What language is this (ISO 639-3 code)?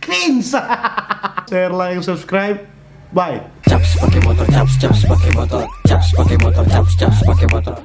xmm